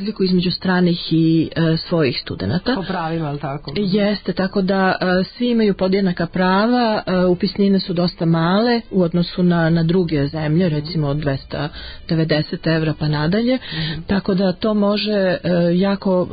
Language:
Serbian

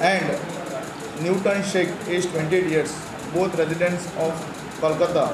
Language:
Konkani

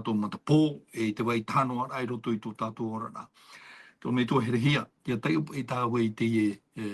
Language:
Tahitian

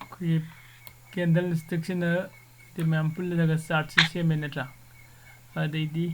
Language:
Manipuri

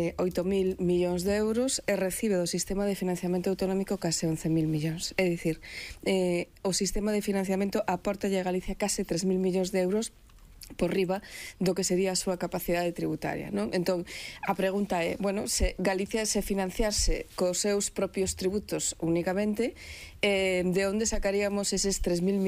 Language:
Galician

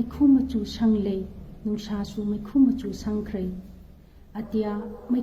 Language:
Manipuri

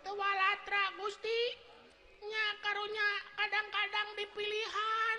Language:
Sundanese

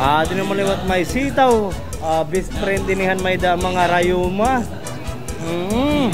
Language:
Waray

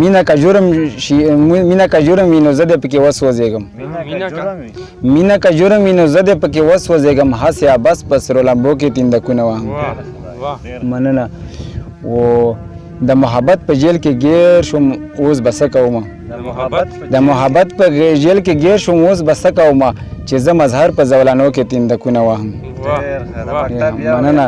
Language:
Pashto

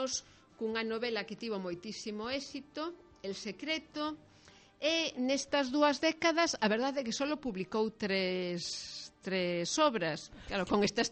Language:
Galician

